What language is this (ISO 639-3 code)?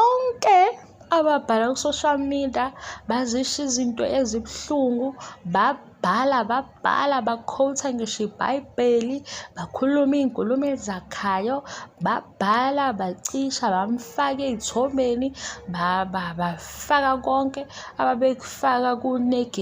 zul